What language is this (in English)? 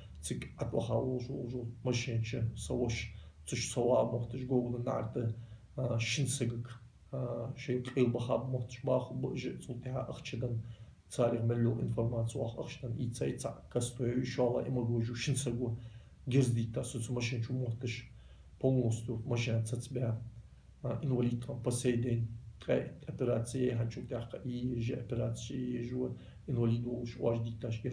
Ingush